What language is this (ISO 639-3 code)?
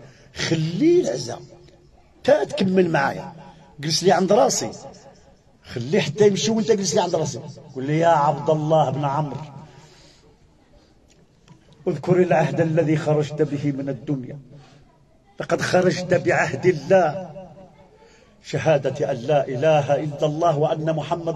ary